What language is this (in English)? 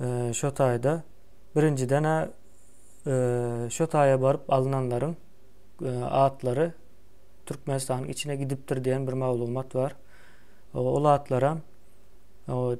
Turkmen